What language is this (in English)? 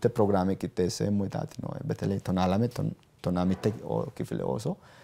Sidamo